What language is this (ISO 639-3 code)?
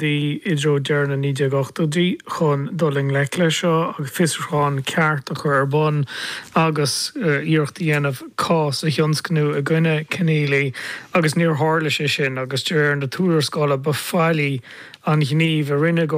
gle